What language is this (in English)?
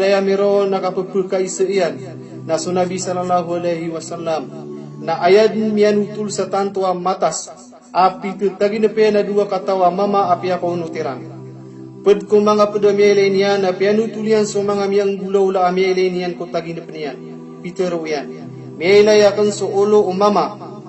Maranao